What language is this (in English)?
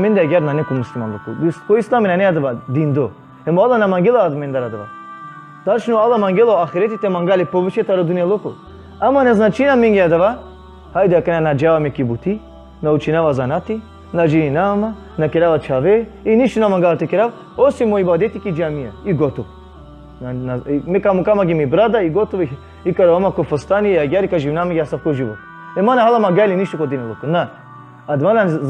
Balkan Romani